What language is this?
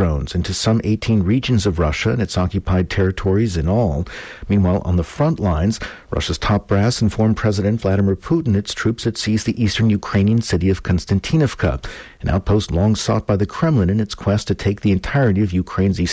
English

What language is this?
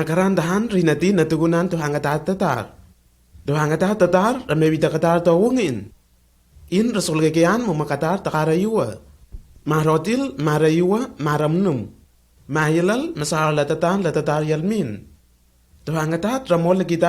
Lenakel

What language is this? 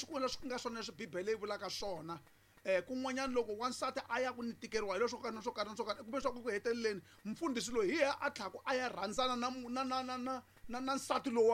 Tsonga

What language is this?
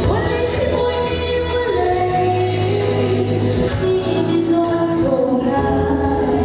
Hakha Chin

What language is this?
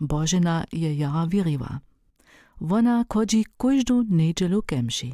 Upper Sorbian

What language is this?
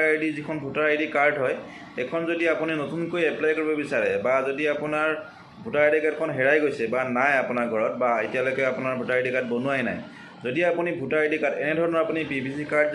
Assamese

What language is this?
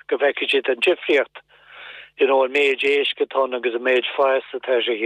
Irish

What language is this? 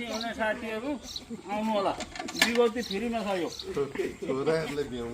Nepali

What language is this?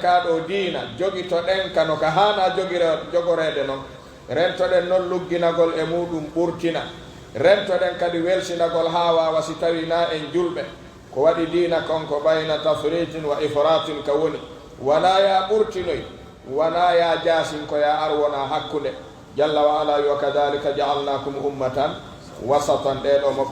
Pular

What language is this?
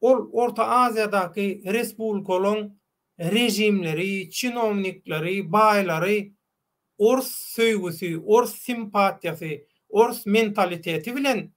Turkmen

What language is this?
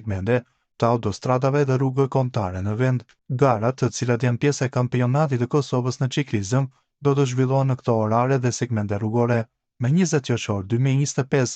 Albanian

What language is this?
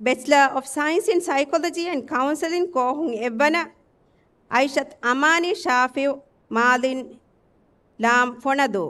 Divehi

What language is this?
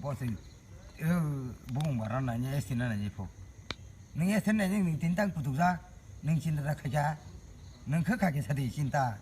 Kok Borok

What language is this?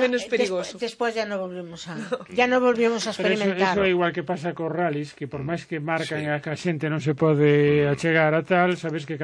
Galician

